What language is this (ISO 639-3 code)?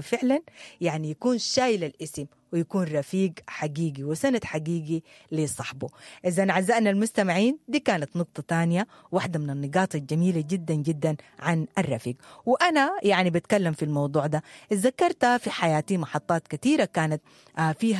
apd